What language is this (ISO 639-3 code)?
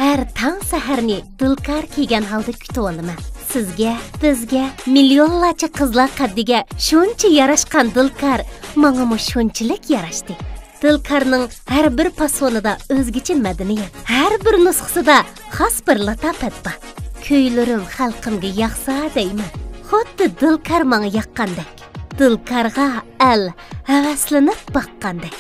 uig